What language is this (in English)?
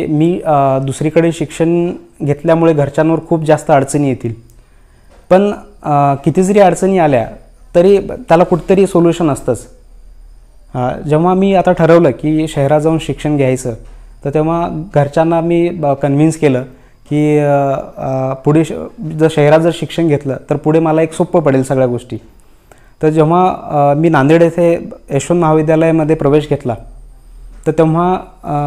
Marathi